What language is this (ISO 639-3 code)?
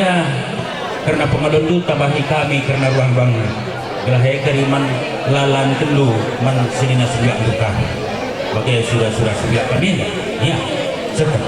btx